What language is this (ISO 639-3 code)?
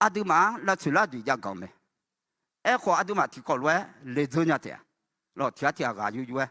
ahk